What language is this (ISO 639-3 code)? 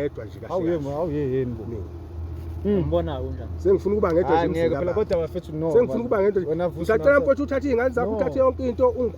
zul